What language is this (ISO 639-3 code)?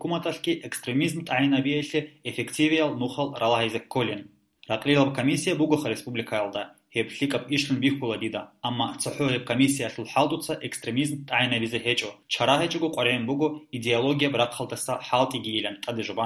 ava